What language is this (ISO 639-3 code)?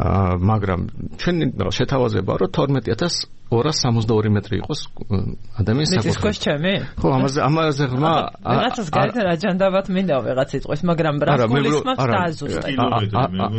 kat